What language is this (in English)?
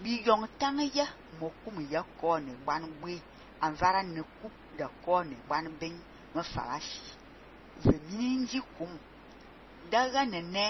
Fang